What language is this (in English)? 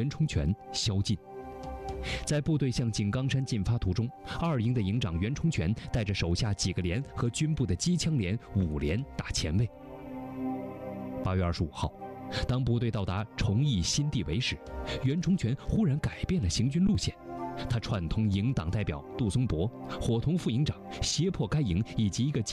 Chinese